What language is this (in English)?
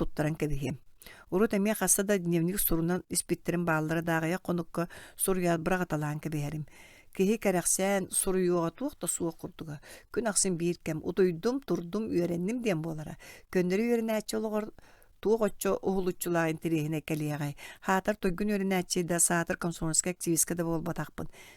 Yakut